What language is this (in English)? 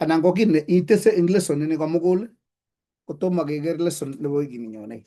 Kalenjin